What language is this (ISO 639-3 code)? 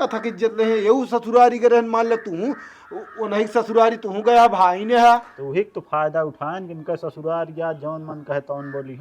awa